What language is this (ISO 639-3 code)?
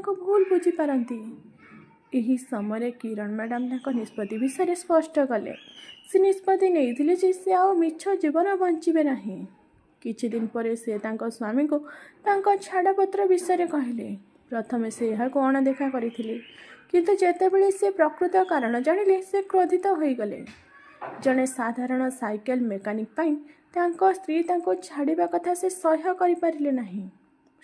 ori